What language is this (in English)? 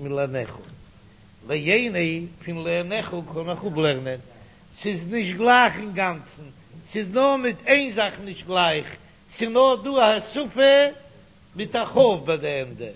Yiddish